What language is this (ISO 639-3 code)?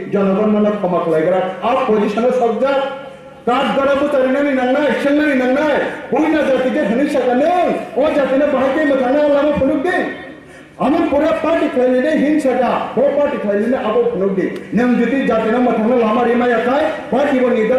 trp